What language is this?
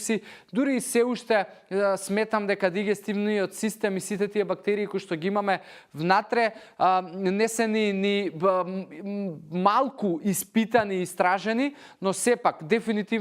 Macedonian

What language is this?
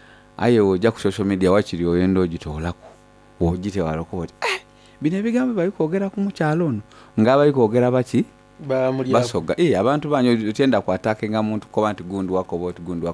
Soga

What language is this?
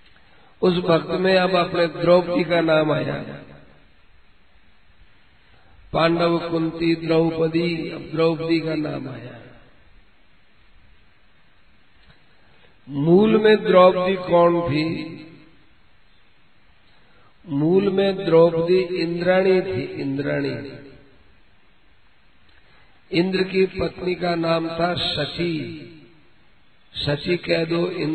Hindi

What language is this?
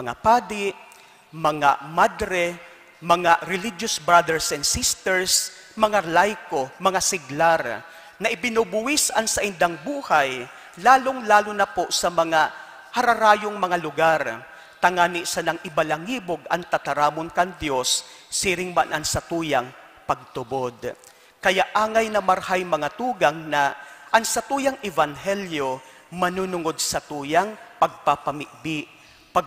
Bikol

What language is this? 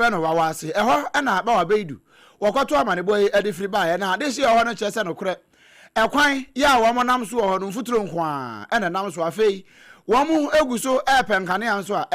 Akan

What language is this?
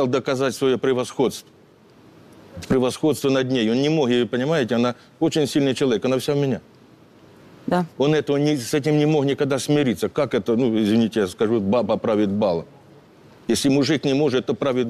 Russian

